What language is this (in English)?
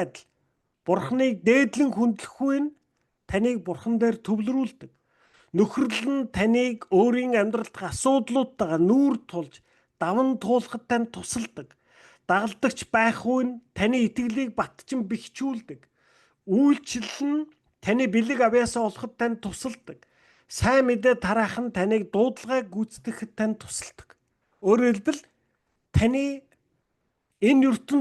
Mongolian